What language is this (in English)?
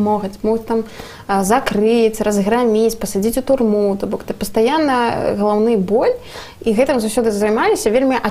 Belarusian